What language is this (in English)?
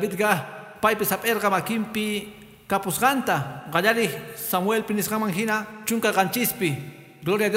Quechua